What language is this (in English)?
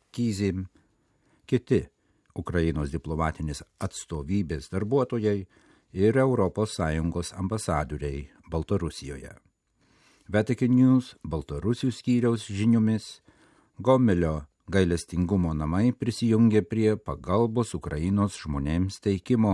Lithuanian